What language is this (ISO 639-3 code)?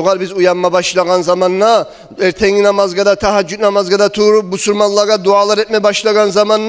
kum